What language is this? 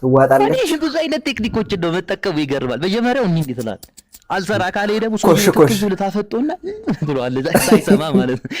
Amharic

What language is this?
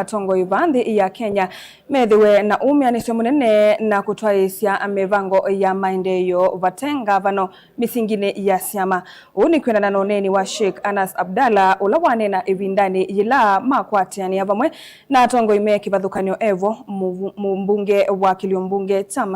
Kamba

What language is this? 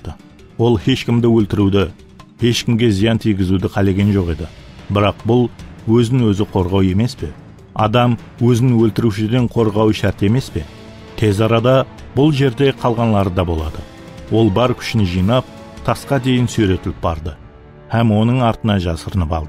Kara-Kalpak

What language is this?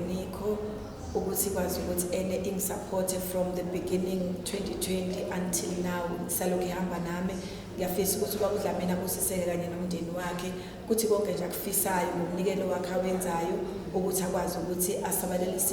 Zulu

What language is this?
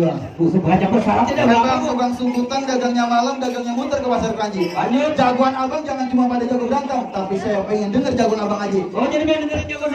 Betawi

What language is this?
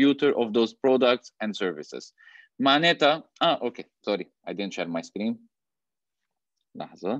North Levantine Arabic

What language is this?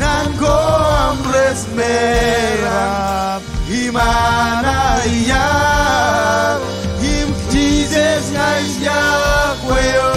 Marshallese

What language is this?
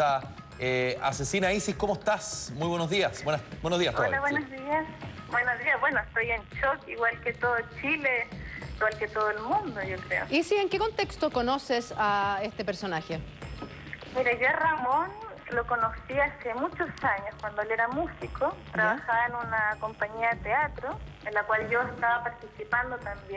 Spanish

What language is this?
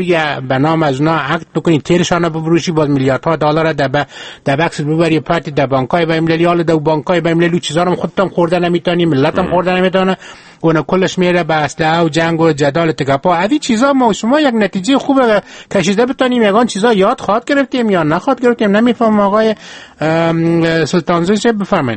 Persian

